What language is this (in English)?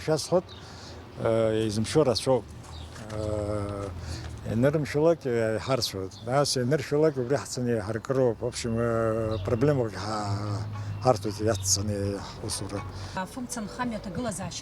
Abkhazian